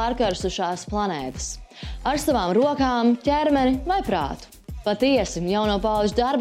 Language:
Latvian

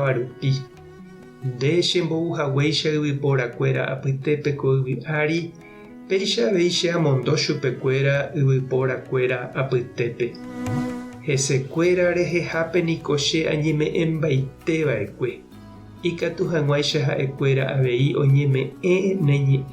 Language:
Guarani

